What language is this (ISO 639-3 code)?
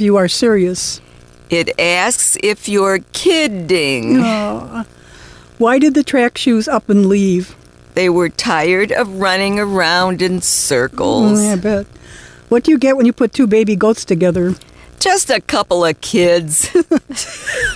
eng